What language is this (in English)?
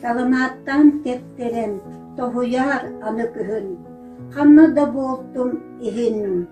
Yakut